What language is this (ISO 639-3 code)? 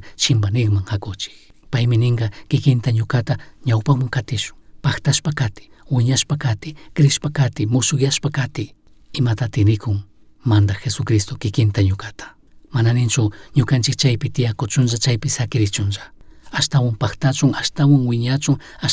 qug